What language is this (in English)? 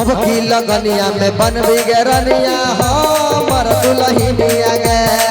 Maithili